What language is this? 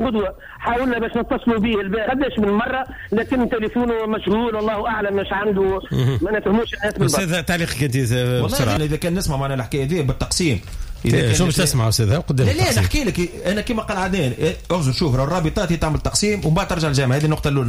Tunisian Arabic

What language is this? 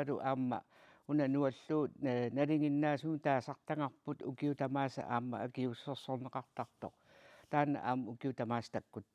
Kalaallisut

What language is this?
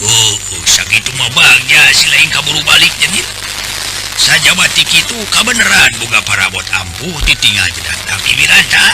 Sundanese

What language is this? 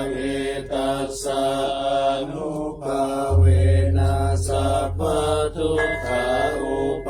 Pali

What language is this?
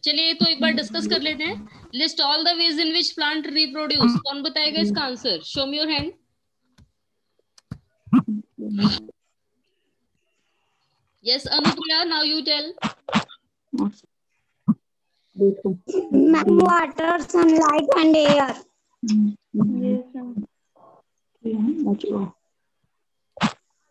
Hindi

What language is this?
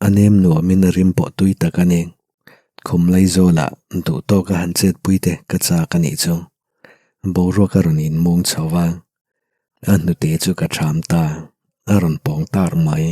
Mizo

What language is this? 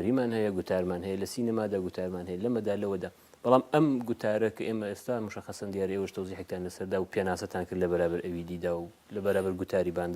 Central Kurdish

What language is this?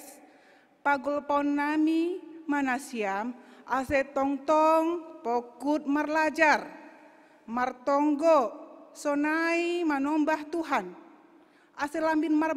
Batak Simalungun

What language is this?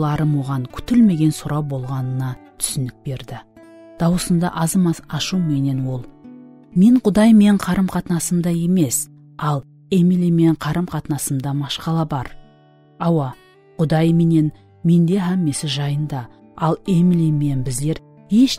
Kara-Kalpak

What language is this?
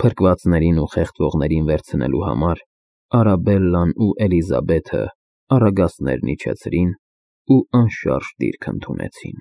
Armenian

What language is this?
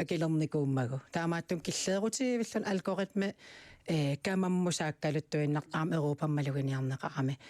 Kalaallisut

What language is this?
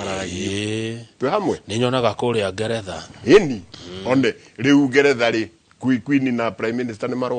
Kikuyu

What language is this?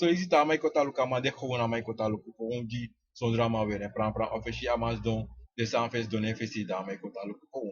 Sranan Tongo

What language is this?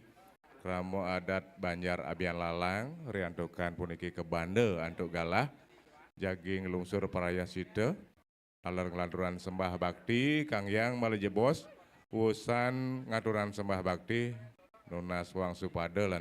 Balinese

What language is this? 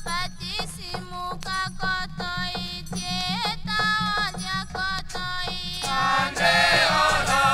Tetela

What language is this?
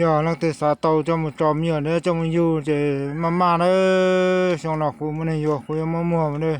Hmong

